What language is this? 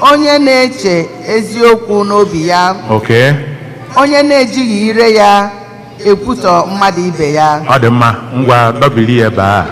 Igbo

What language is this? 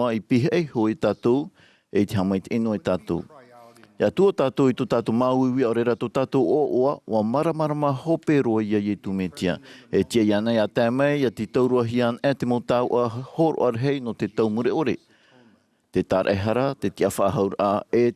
Tahitian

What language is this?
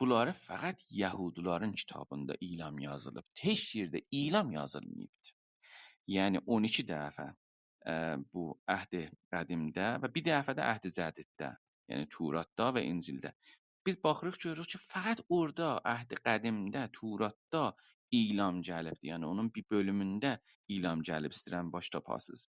South Azerbaijani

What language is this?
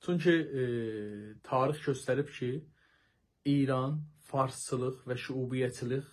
South Azerbaijani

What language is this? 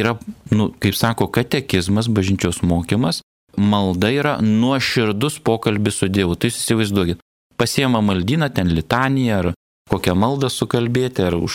Lithuanian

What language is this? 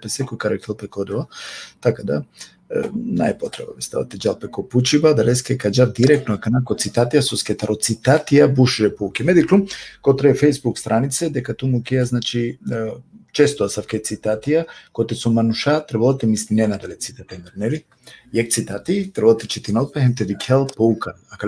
Balkan Romani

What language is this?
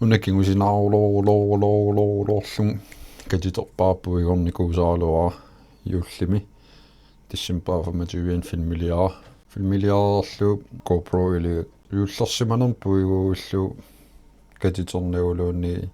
Kalaallisut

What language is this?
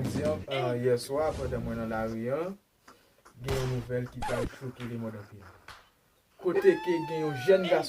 Haitian Creole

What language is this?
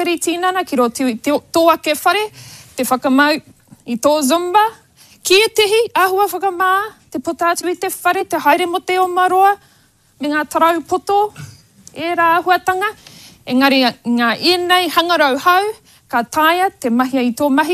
Māori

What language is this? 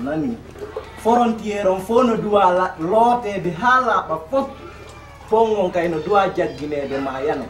Fula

